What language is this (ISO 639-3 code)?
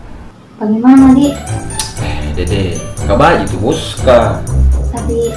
mfp